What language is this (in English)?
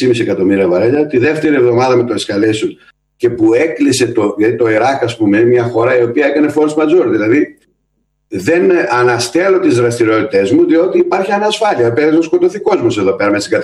Greek